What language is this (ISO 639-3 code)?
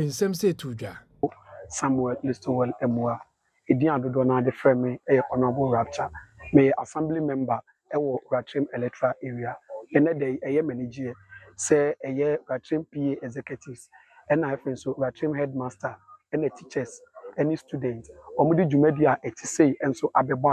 aka